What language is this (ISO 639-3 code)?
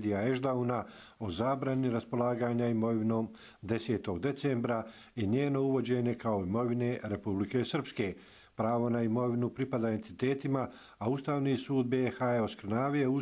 hrv